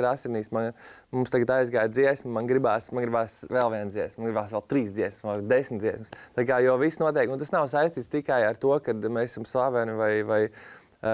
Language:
Latvian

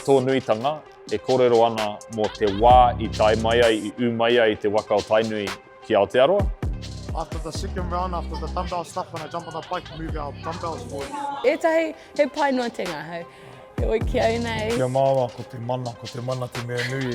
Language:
Māori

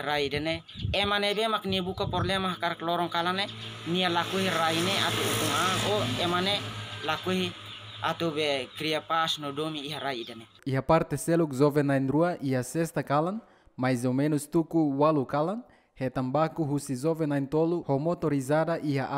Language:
Tetum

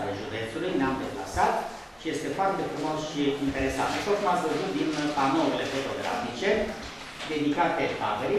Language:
Romanian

